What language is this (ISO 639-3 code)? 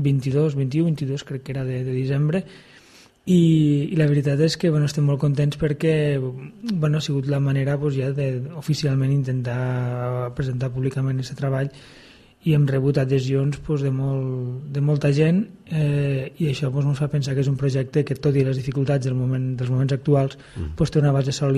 cat